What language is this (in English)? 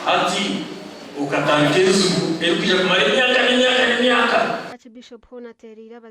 Nyankole